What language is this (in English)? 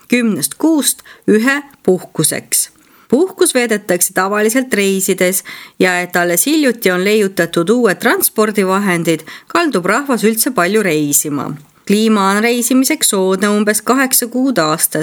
Estonian